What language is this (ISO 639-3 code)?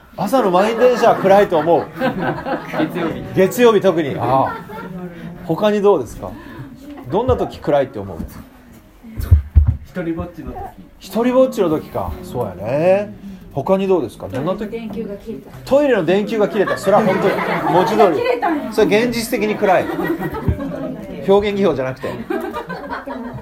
jpn